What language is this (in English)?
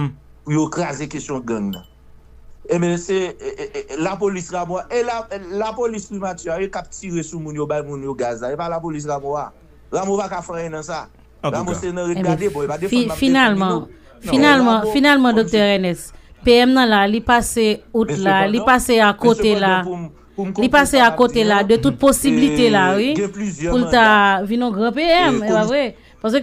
Haitian Creole